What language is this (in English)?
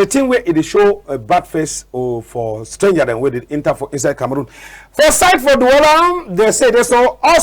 Cameroon Pidgin